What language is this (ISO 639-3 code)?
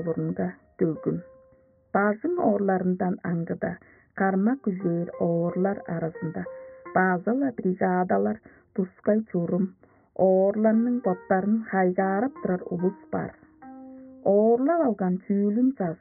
tyv